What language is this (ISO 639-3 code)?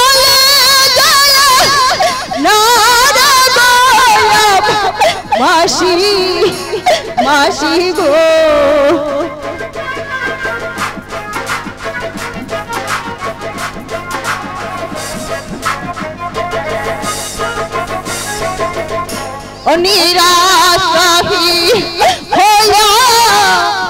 ben